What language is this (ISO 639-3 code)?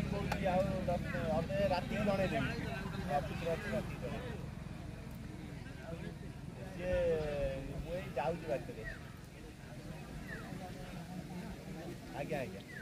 hin